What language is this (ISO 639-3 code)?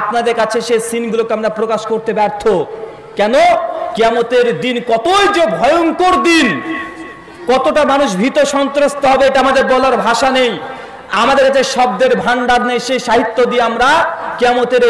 ben